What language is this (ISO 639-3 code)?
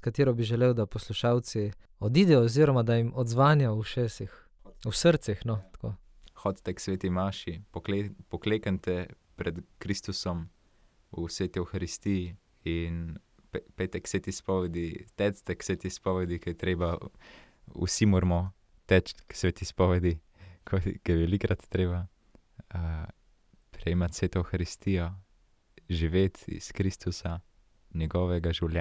slv